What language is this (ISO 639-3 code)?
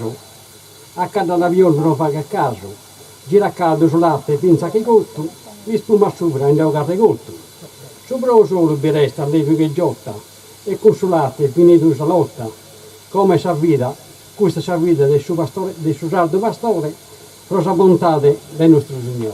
srd